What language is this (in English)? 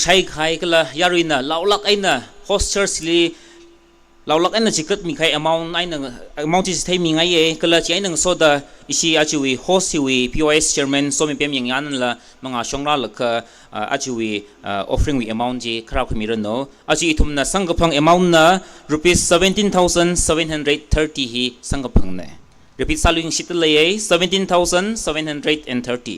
Tangkhul Naga (India)